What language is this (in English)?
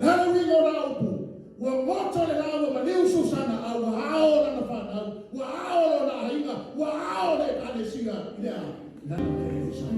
Samoan